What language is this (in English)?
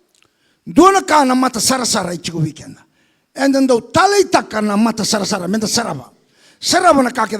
Fijian